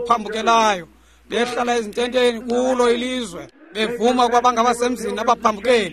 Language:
Xhosa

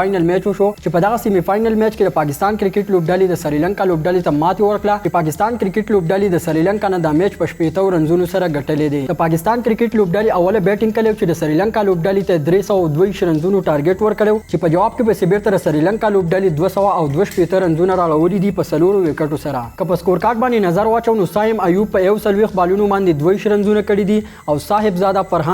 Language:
Pashto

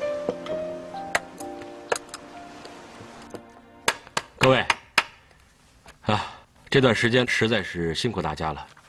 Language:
Chinese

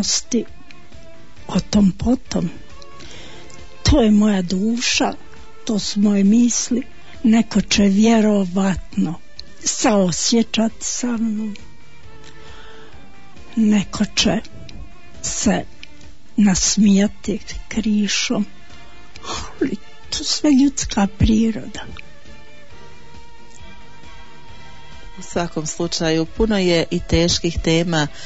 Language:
Bosnian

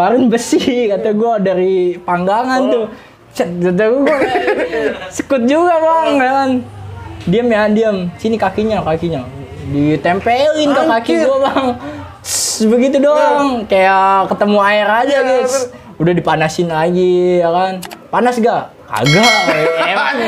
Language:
Indonesian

